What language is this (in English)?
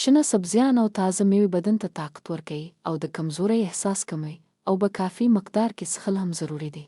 Pashto